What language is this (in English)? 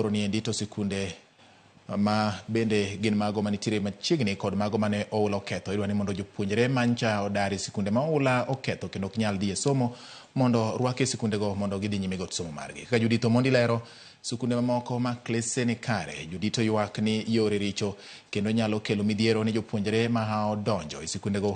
Luo (Kenya and Tanzania)